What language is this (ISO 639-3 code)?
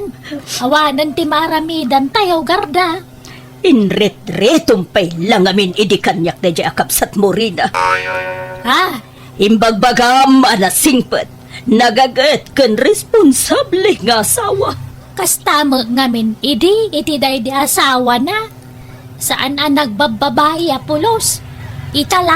ilo